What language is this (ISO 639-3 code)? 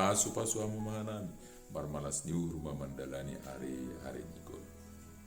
bts